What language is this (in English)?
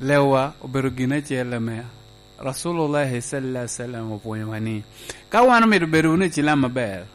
Lango (Uganda)